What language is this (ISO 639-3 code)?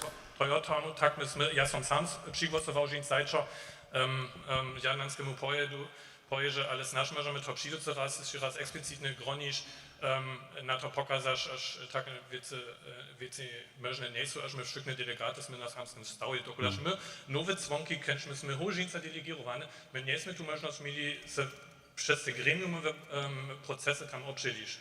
hsb